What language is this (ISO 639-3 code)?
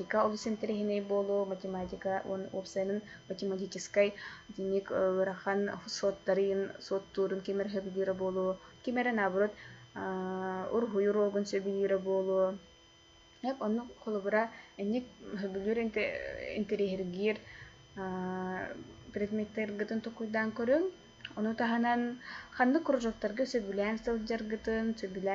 sah